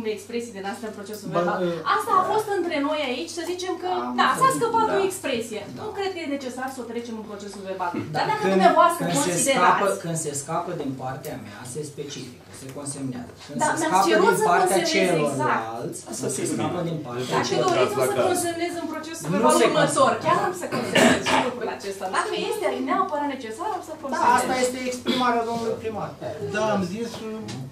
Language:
Romanian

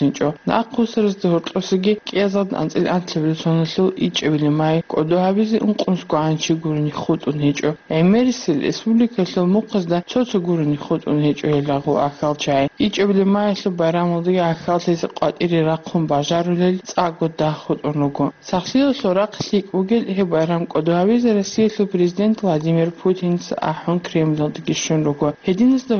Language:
Avaric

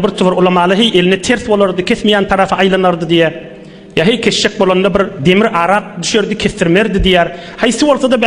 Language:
Turkmen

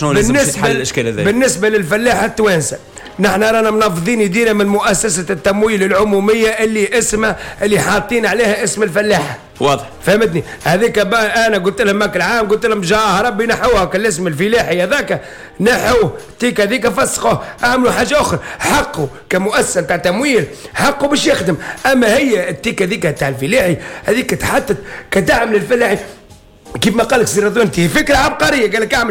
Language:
Tunisian Arabic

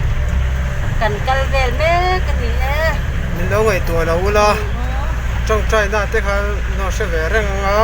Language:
Mizo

